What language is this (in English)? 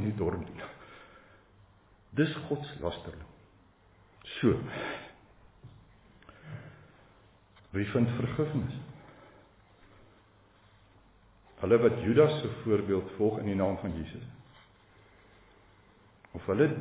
Afrikaans